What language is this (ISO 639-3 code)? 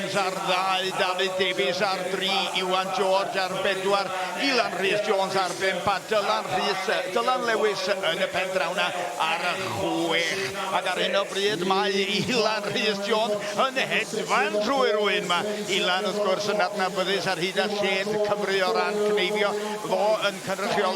cym